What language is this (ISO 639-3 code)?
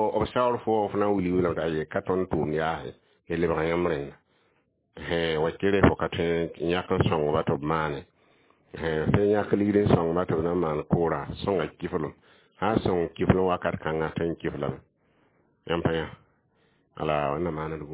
mos